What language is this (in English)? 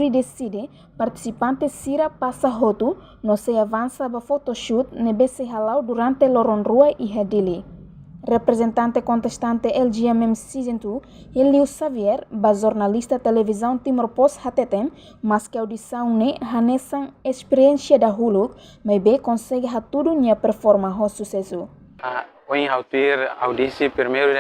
Tetum